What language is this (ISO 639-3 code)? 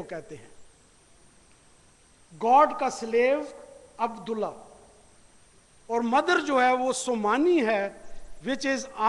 urd